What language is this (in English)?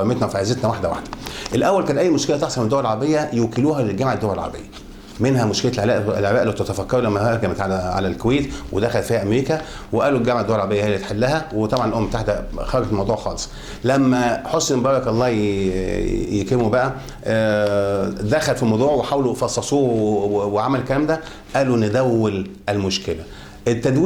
Egyptian Arabic